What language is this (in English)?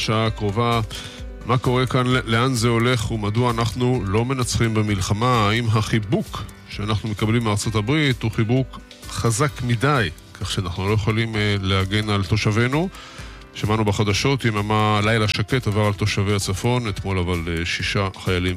Hebrew